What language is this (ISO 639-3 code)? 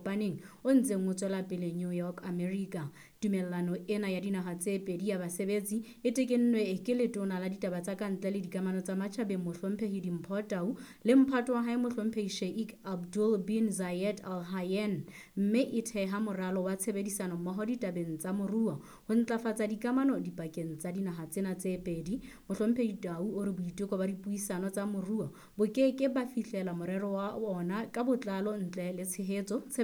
sot